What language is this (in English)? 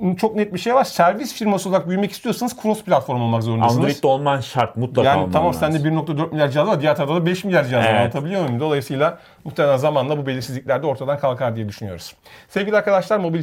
Turkish